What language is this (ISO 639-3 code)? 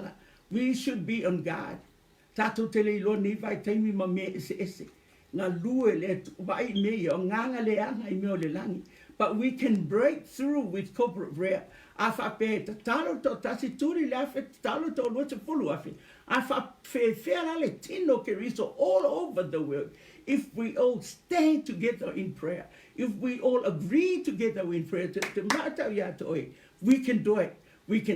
smo